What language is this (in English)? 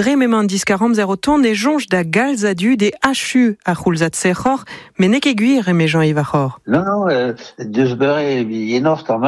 Breton